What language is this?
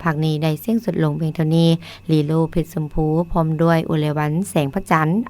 Lao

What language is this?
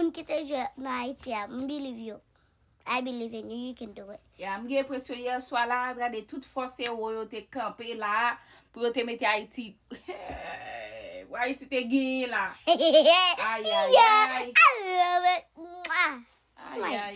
Haitian Creole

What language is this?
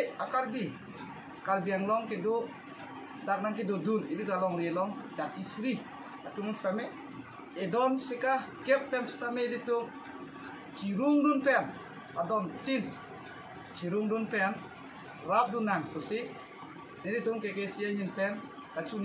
Karbi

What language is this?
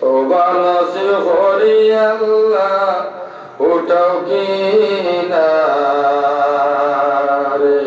Sylheti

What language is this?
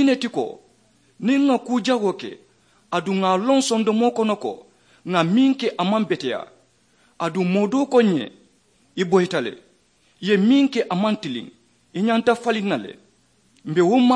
Mandingo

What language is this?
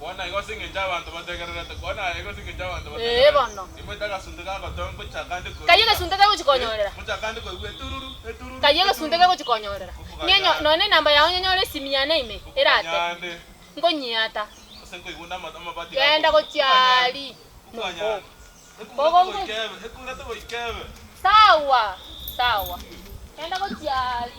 Gusii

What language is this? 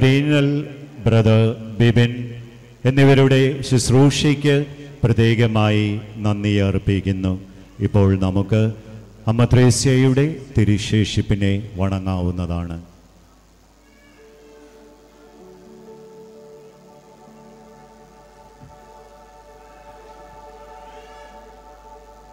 Malayalam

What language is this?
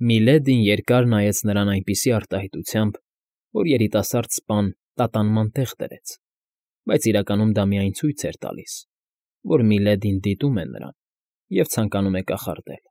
Armenian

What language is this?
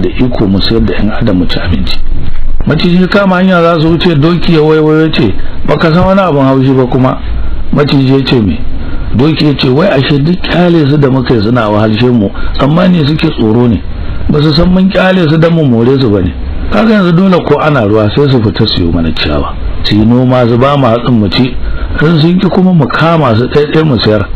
Hausa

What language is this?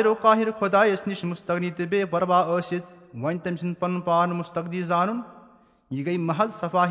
Kashmiri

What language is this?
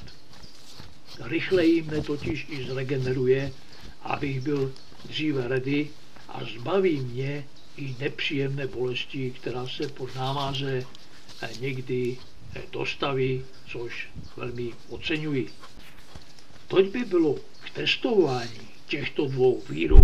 Czech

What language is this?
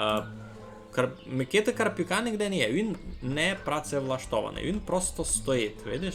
Rusyn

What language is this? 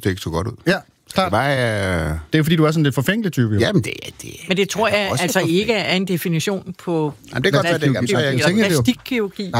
Danish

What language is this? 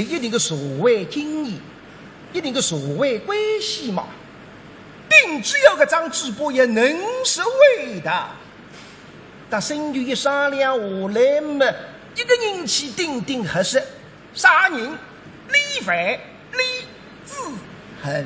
Wu Chinese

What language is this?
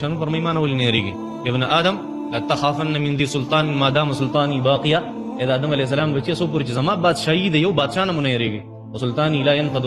Pashto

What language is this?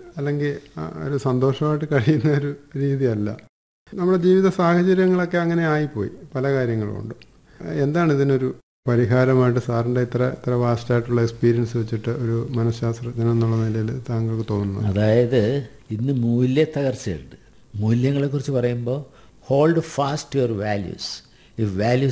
Malayalam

